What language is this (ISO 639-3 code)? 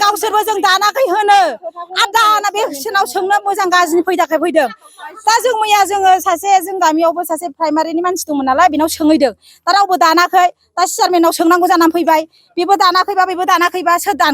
brx